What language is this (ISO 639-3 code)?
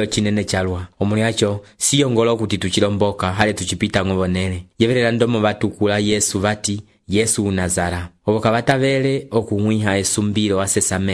umb